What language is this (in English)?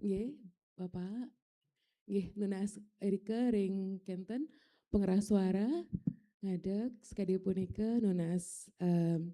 Balinese